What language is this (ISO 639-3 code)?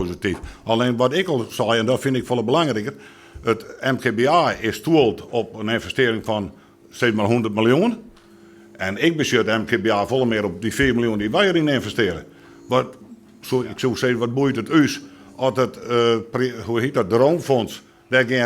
fry